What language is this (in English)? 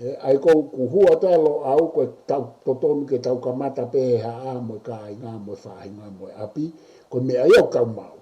Tongan